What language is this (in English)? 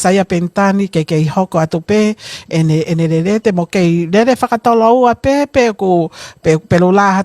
Tongan